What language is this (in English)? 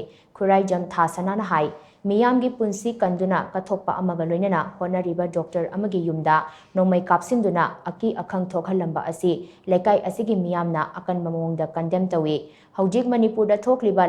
Manipuri